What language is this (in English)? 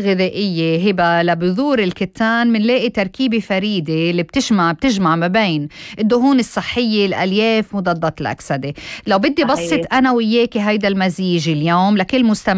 North Levantine Arabic